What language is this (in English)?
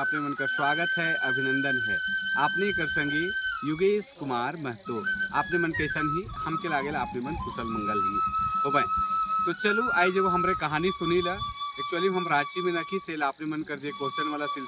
Sadri